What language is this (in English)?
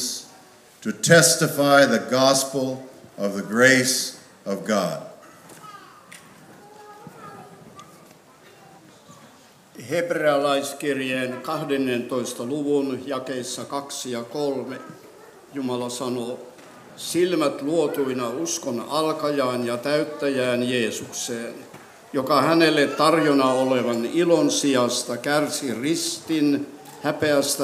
Finnish